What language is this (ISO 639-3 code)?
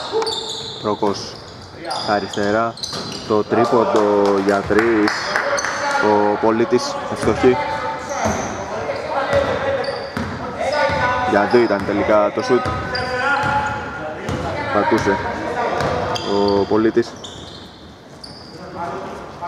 ell